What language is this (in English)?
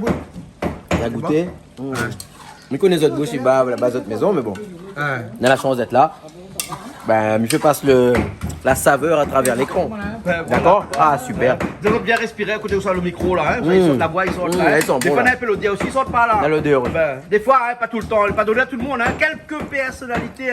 Réunion Creole French